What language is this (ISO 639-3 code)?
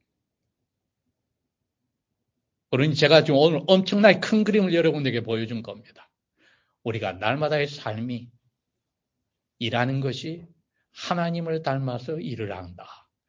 kor